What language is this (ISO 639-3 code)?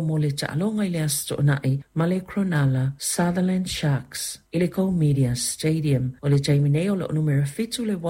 smo